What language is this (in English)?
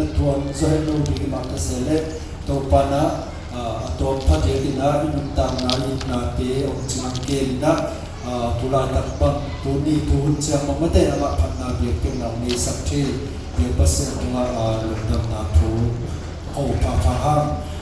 Tedim Chin